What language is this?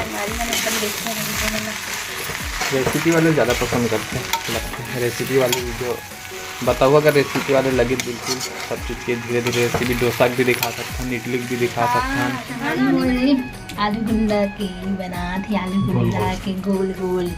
Chhattisgarhi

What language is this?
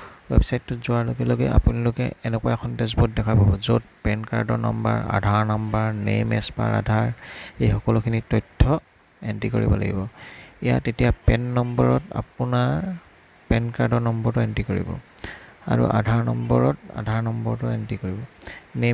Assamese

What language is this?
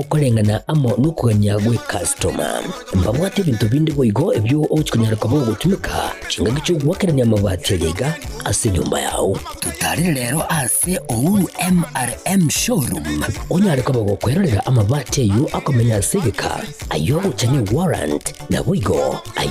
Gusii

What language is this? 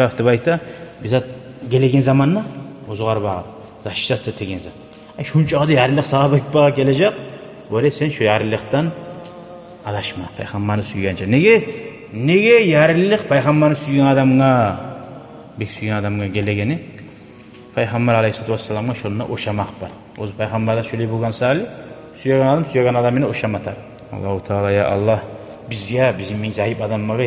Kumyk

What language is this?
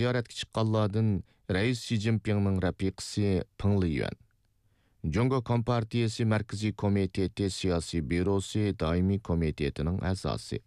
Uyghur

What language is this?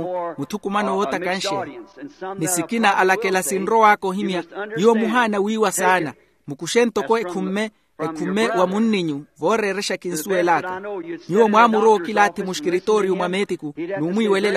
Makhuwa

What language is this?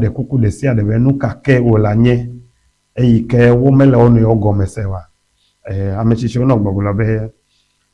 Ewe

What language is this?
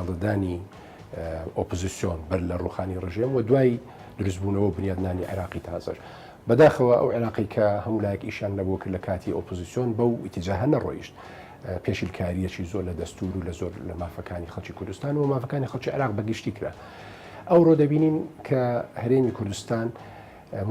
Central Kurdish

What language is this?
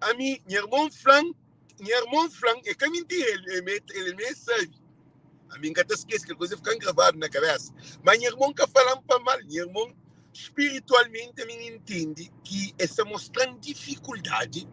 Kabuverdianu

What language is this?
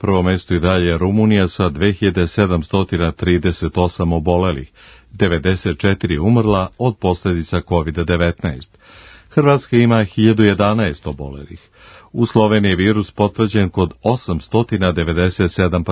Serbian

